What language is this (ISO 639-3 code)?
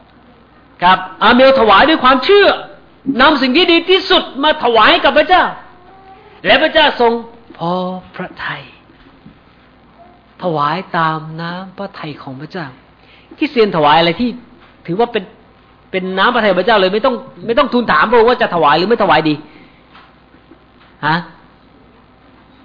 tha